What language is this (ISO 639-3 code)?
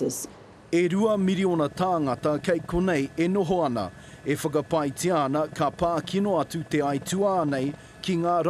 mri